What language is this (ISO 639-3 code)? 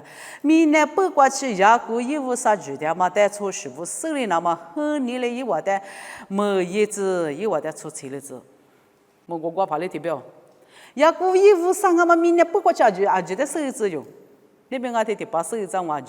lis